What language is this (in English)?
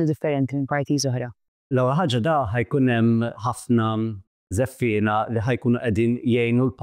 Maltese